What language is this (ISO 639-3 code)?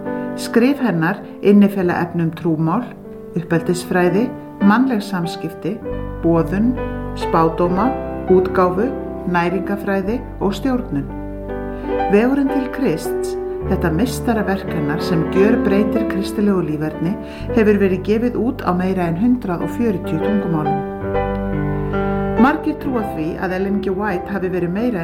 isl